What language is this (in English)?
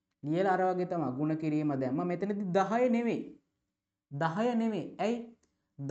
Sinhala